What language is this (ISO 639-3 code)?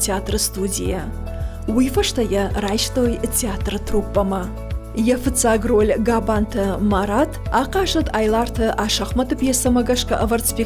oss